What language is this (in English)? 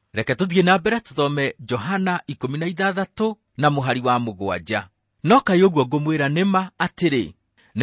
Kikuyu